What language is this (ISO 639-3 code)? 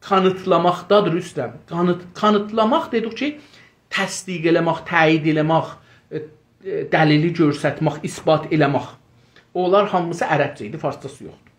azb